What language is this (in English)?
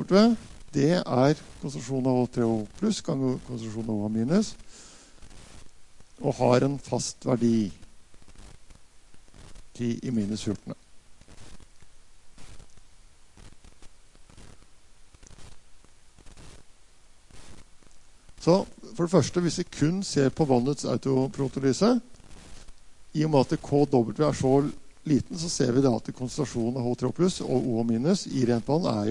Norwegian